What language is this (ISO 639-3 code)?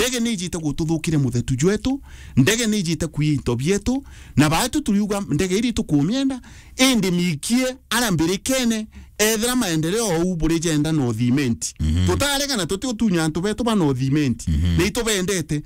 mer